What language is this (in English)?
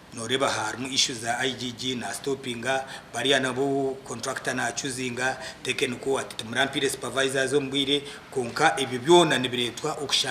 Nyankole